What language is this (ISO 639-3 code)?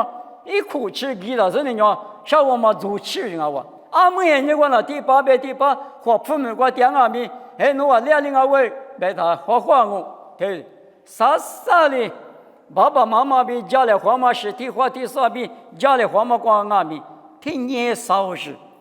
lis